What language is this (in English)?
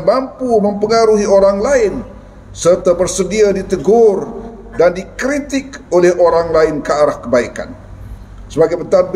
Malay